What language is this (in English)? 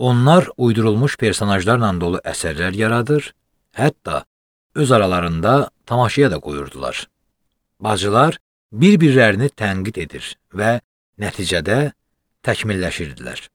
Azerbaijani